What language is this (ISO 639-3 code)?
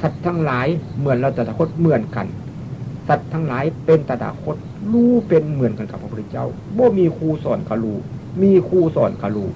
tts